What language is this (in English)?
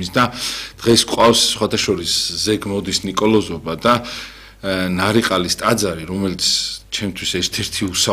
Georgian